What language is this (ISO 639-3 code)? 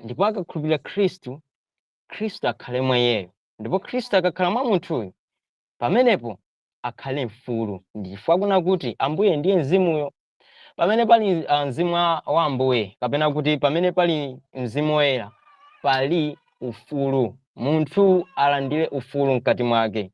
nya